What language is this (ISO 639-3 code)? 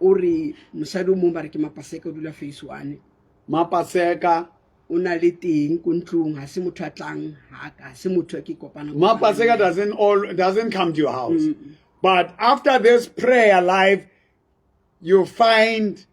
sot